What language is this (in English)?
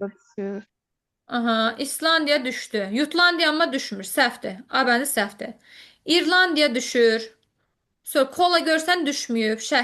Azerbaijani